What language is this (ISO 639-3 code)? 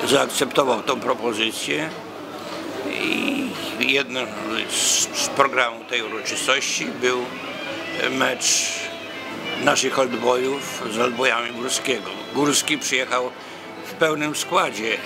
pol